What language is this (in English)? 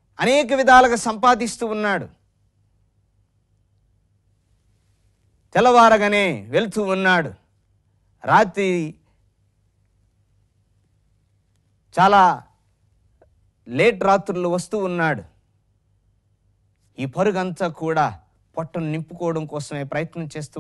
Telugu